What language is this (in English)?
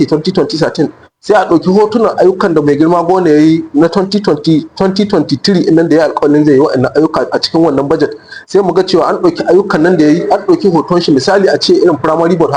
Hausa